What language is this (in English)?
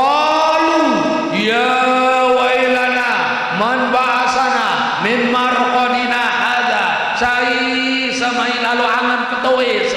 Sasak